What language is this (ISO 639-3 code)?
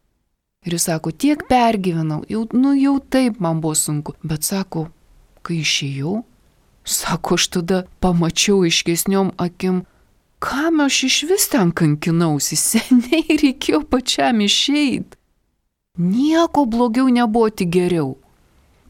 lit